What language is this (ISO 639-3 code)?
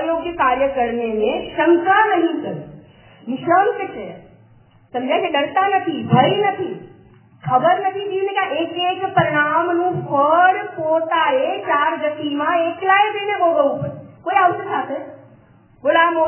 guj